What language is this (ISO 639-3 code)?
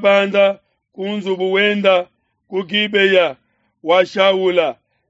lua